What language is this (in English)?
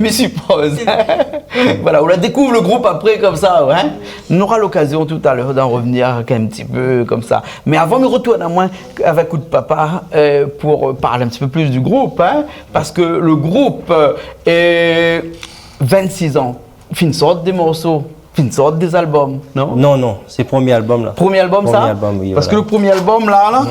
Réunion Creole French